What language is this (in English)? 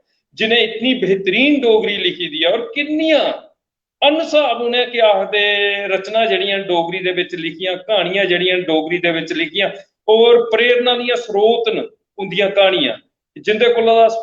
Dogri